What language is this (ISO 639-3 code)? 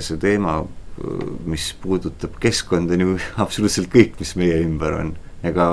est